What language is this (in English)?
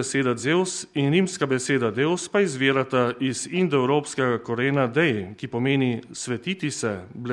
Slovenian